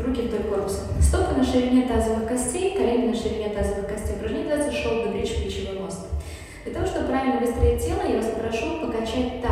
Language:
Russian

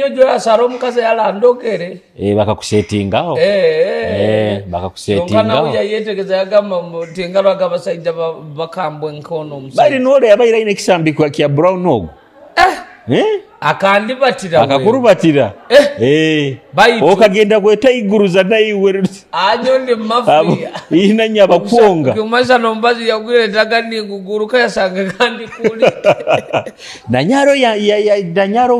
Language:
Nyoro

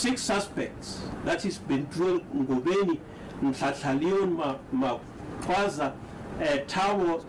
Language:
English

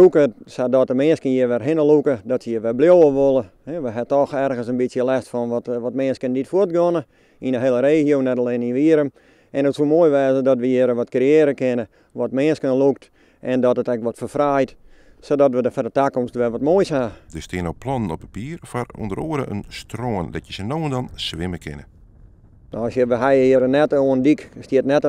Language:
Western Frisian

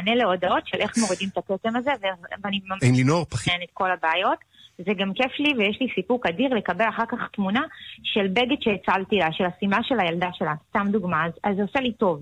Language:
Hebrew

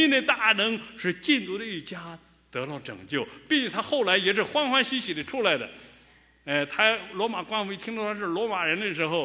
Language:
Chinese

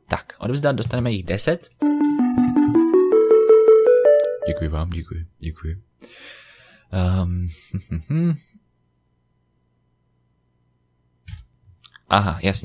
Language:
Czech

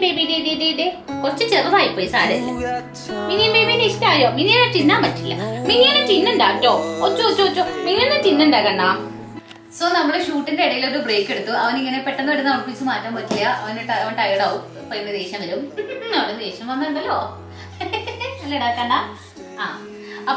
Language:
Malayalam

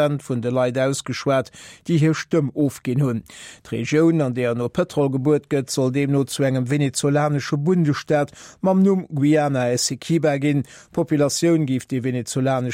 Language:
Luxembourgish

